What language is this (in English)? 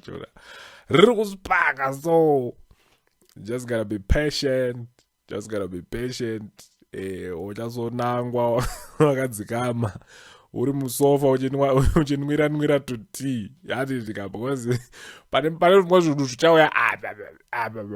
Shona